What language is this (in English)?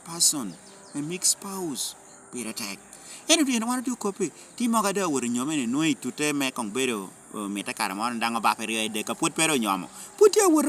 Lango (Uganda)